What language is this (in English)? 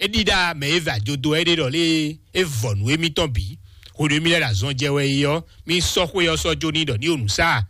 Fon